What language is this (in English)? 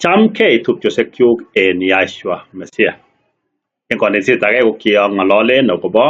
Kalenjin